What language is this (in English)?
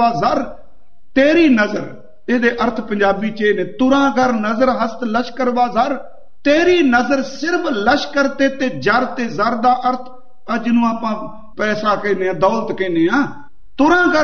Punjabi